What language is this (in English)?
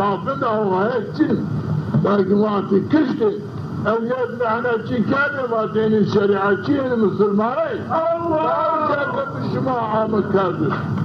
Zaza